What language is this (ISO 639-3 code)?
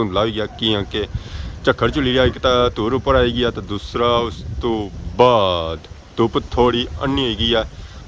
phr